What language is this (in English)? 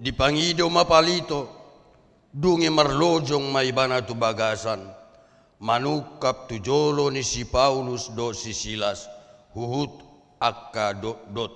Batak Toba